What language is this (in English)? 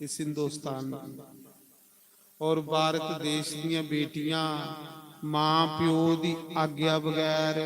Dogri